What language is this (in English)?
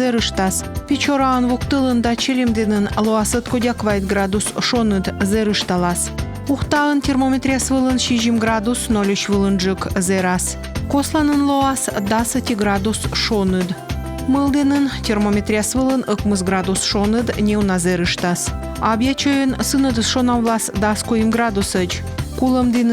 Komi